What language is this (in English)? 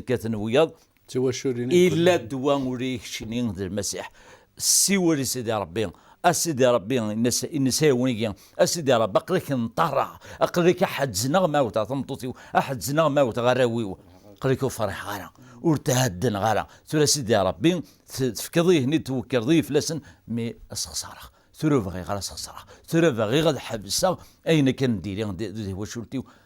Kabyle